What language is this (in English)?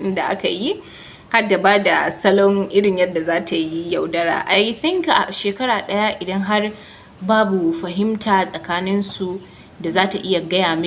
Hausa